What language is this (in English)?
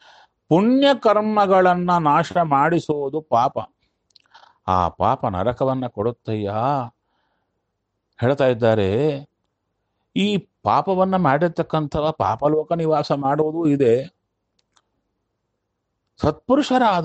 Kannada